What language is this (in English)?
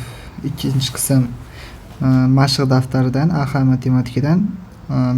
Uzbek